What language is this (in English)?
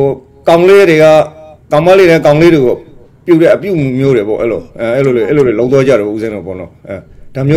Burmese